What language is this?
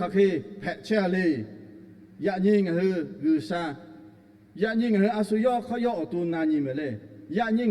Lahu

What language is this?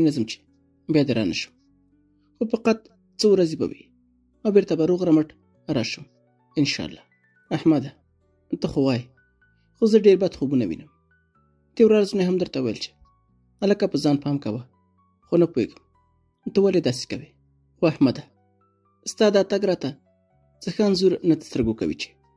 Pashto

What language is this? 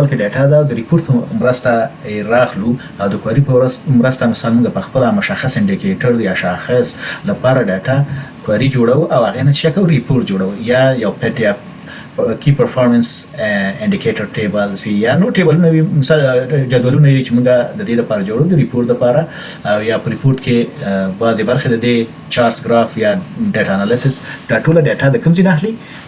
Pashto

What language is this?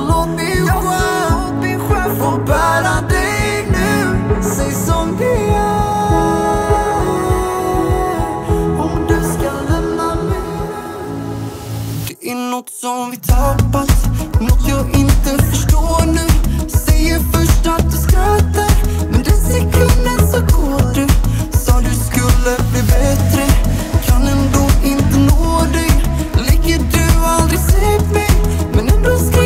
Swedish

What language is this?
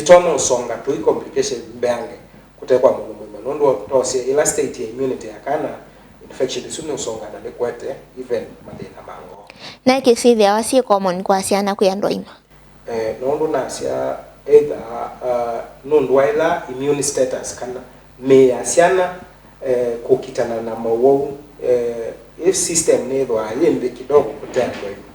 Kamba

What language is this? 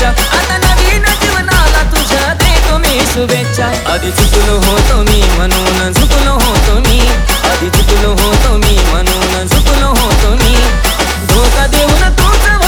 Marathi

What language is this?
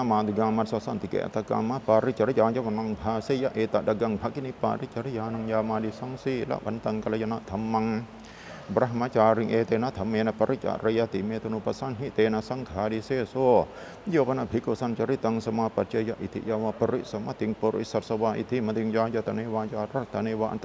Pali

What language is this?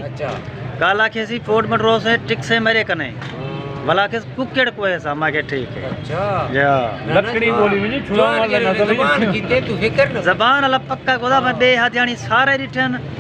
Saraiki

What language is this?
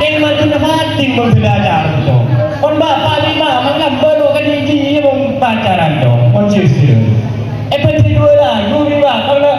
Madurese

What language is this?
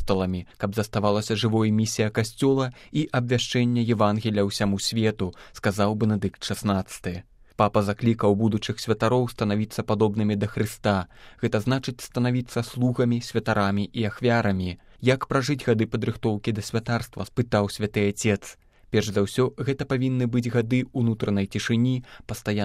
Belarusian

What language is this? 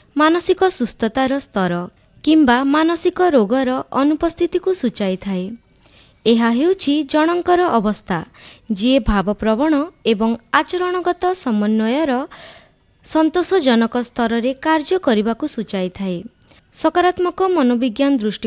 Odia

